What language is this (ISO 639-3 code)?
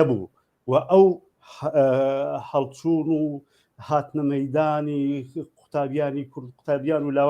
ckb